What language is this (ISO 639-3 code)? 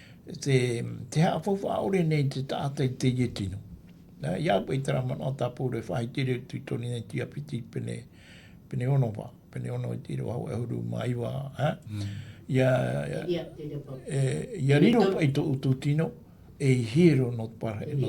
tah